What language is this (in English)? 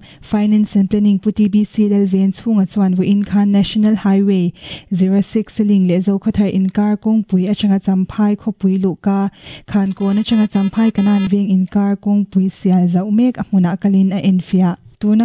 Mizo